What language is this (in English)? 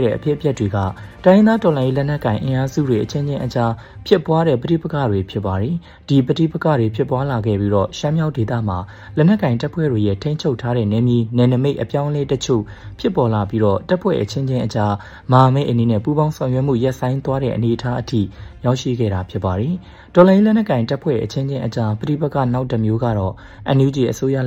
Burmese